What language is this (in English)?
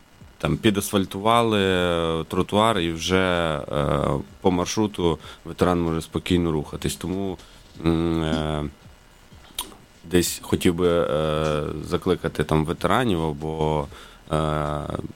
Ukrainian